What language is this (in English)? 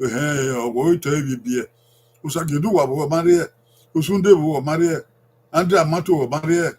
Bini